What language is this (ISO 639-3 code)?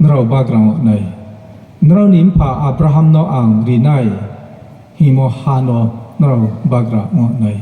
ria